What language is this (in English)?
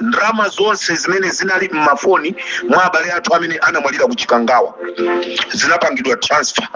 Nyanja